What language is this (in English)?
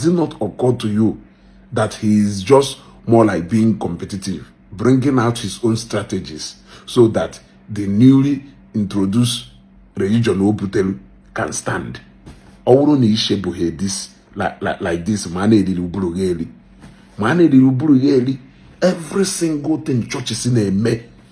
Igbo